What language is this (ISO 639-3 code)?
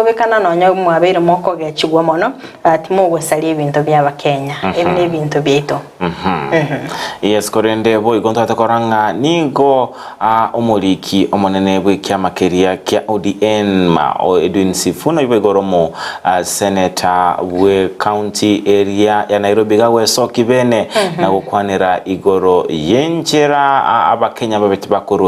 guz